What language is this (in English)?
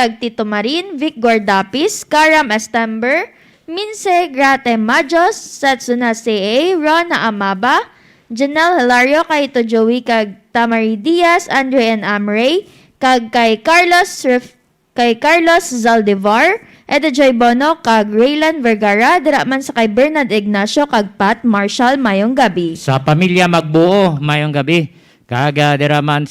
Hiligaynon